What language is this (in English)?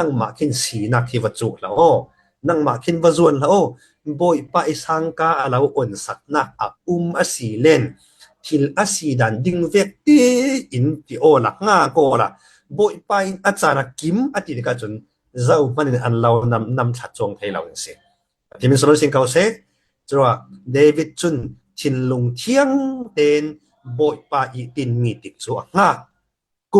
Falam Chin